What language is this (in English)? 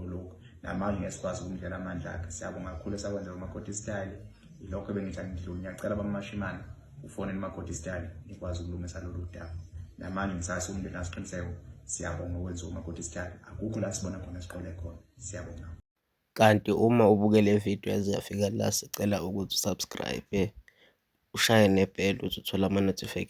Zulu